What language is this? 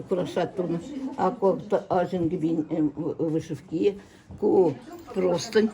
Chuvash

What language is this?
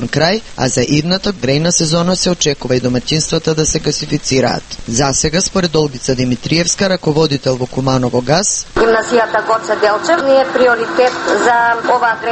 Macedonian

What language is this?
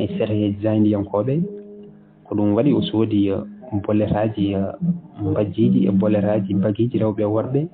Fula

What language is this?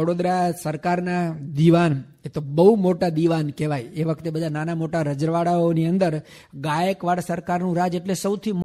Gujarati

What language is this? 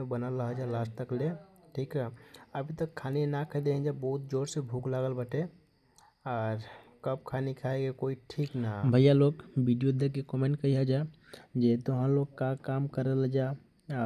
Bhojpuri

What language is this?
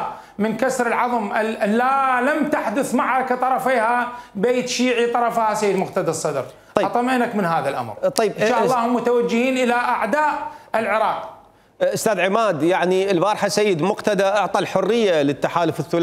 Mesopotamian Arabic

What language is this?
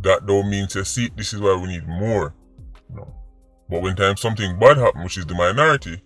Jamaican Creole English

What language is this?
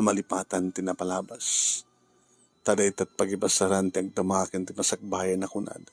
Iloko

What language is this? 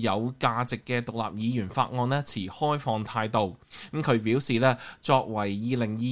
Cantonese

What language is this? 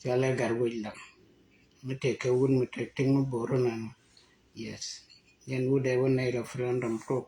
Nuer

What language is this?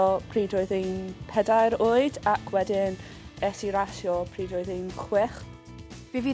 Welsh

